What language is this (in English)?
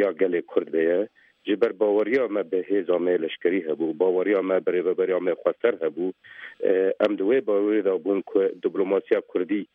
Kurdish